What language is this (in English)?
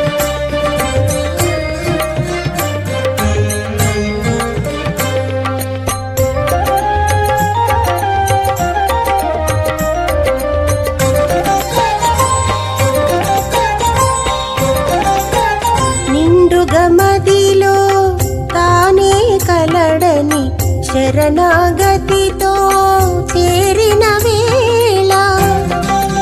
Telugu